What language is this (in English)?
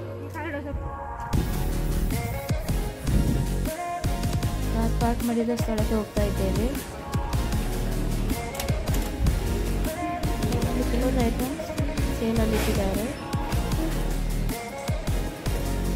Kannada